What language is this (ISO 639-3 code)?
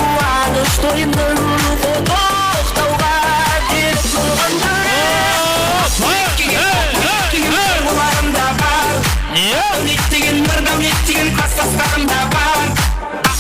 kaa